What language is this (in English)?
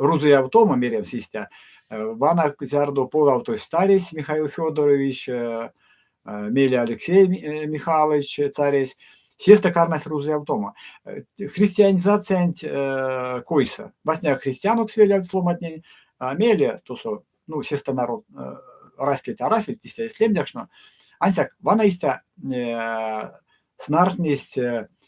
Erzya